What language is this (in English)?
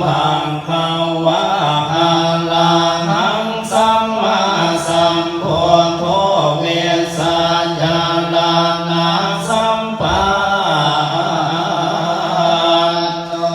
Pali